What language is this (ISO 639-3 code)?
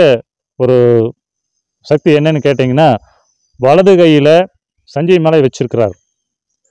tam